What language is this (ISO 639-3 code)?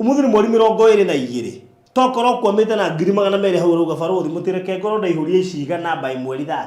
kik